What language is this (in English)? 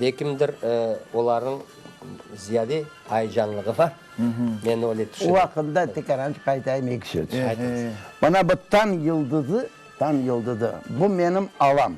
Crimean Tatar